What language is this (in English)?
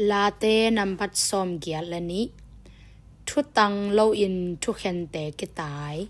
Tedim Chin